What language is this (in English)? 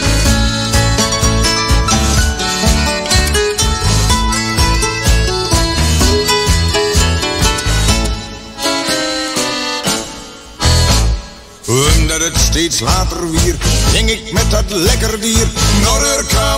Dutch